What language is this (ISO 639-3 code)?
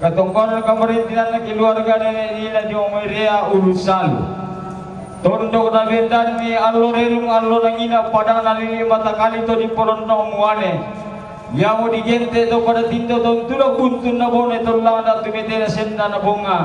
sda